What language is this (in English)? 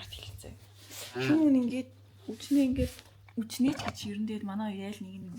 Mongolian